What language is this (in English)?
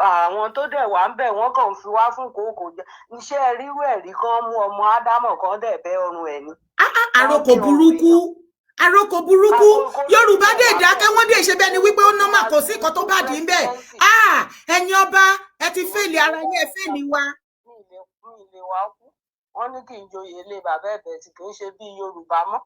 Yoruba